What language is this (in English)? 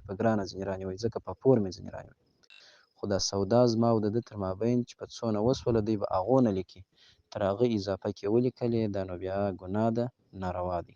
Pashto